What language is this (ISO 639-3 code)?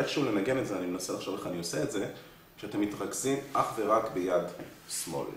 heb